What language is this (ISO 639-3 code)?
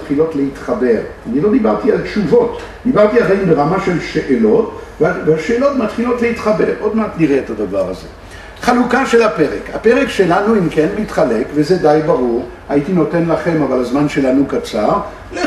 heb